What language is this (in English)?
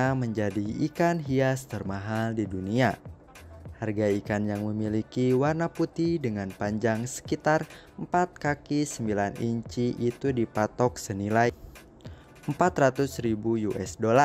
Indonesian